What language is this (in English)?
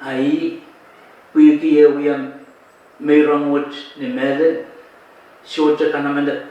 Pohnpeian